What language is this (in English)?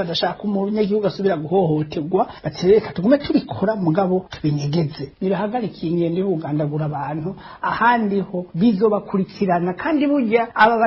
Rundi